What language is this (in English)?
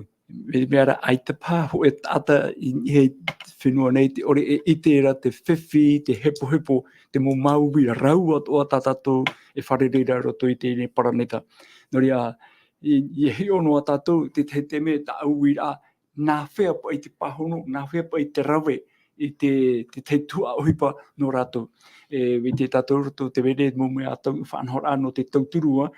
Tahitian